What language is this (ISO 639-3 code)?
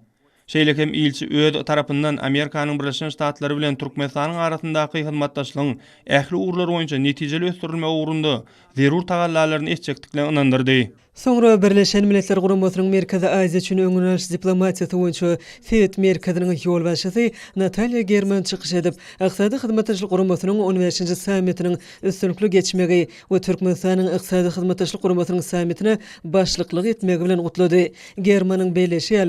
tuk